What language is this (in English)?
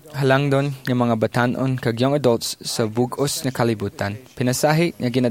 Hiligaynon